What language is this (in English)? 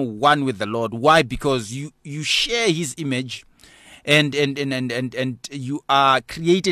English